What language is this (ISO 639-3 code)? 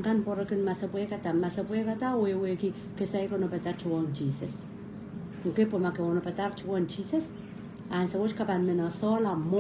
pon